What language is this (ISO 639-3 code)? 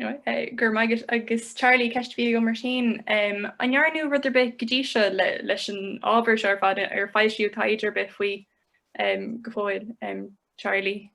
gle